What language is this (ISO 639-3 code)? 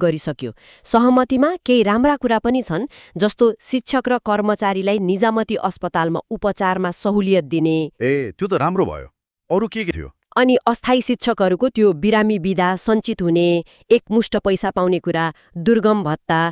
nep